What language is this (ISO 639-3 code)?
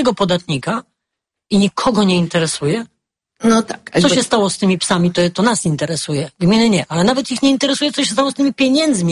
pol